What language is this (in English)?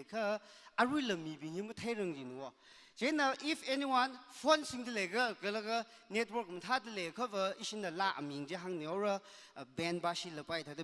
Tangkhul Naga (India)